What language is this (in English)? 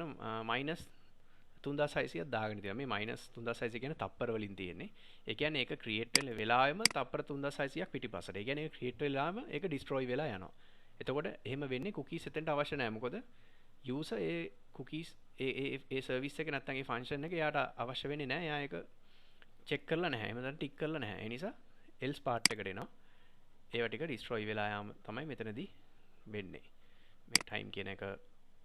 Sinhala